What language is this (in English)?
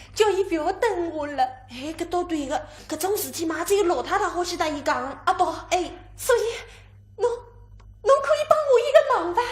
Wu Chinese